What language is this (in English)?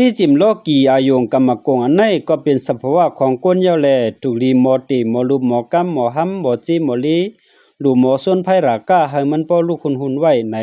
Shan